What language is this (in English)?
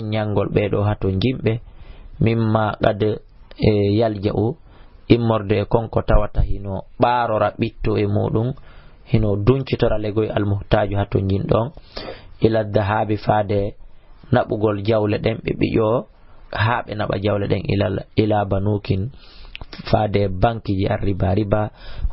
Fula